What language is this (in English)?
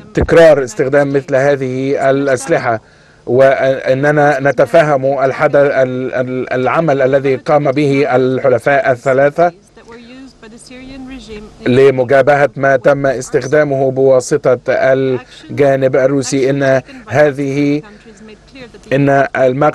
Arabic